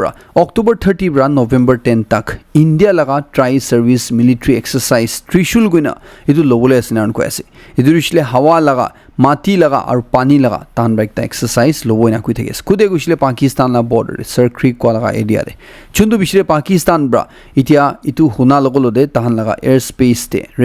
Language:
Naga Pidgin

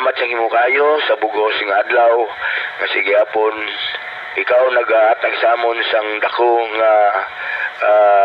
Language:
Hiligaynon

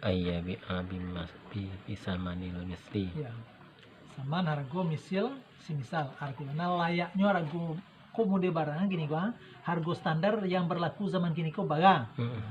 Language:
Minangkabau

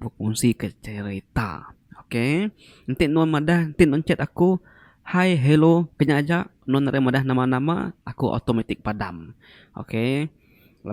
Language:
Iban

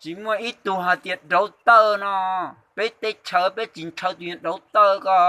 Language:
Hmong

